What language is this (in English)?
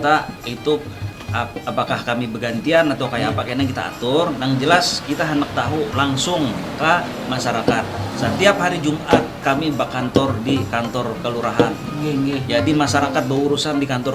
Banjar